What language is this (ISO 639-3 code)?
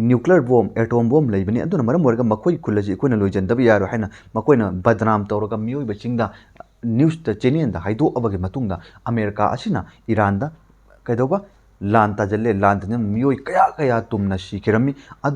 mni